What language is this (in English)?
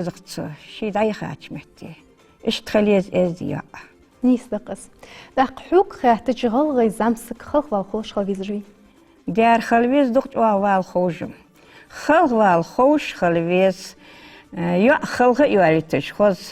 Ingush